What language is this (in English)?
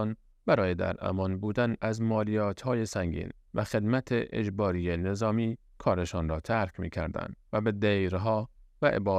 Persian